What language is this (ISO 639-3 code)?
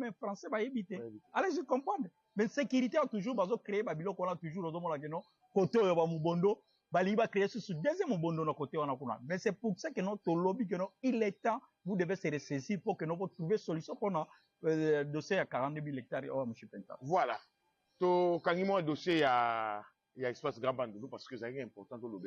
lin